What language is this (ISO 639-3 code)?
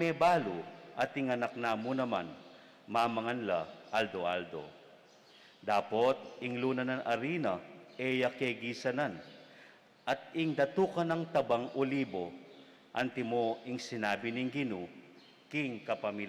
pam